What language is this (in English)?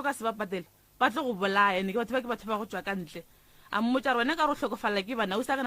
Northern Sotho